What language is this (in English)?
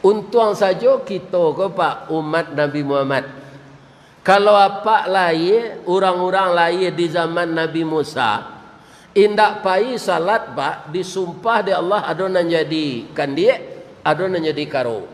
Minangkabau